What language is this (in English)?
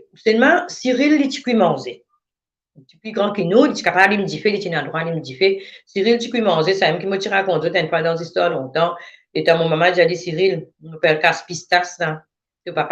Morisyen